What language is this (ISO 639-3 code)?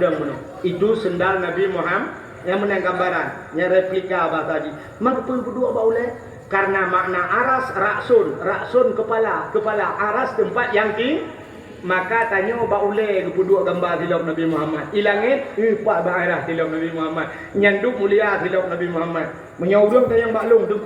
ace